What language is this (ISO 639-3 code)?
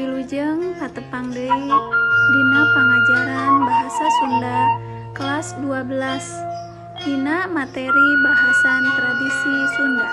sun